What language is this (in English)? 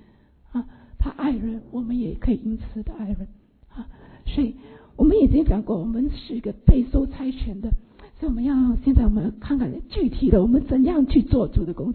Chinese